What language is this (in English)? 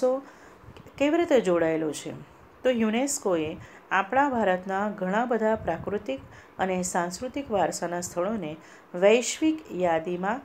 Gujarati